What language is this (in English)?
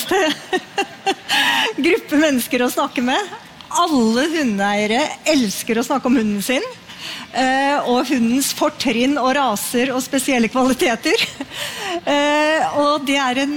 Norwegian